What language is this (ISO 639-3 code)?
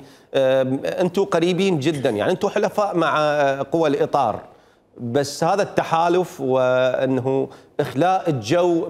acm